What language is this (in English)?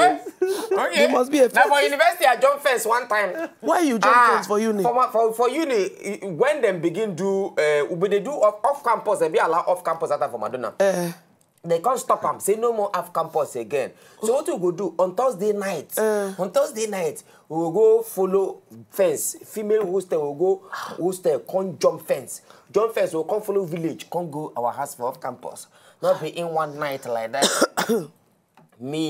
Nigerian Pidgin